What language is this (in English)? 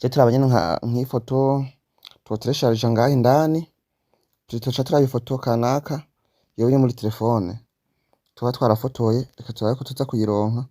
Rundi